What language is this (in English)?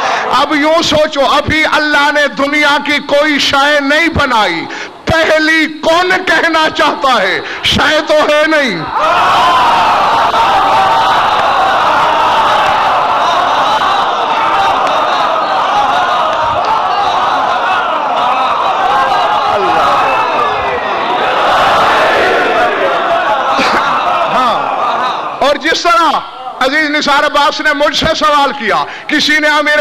Urdu